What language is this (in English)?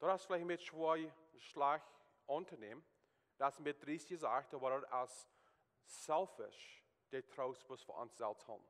Plautdietsch